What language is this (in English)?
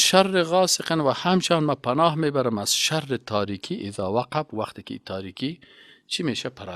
Persian